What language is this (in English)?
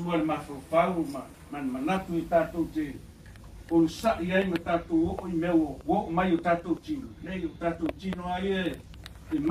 Samoan